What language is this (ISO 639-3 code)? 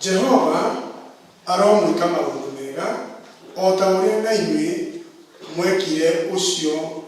kik